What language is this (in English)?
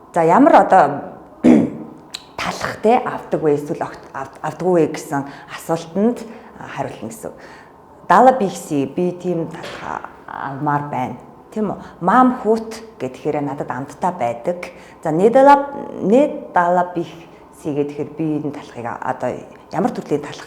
Mongolian